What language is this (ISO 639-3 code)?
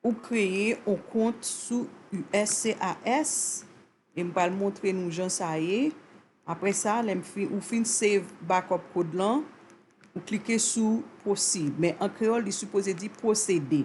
hat